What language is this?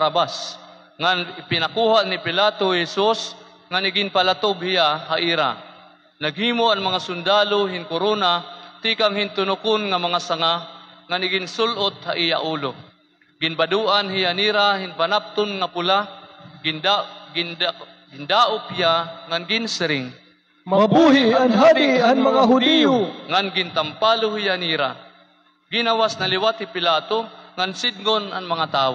Waray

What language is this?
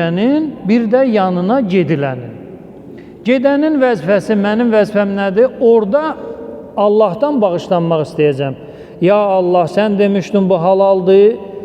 Azerbaijani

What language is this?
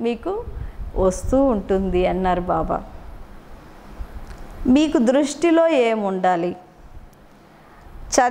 Telugu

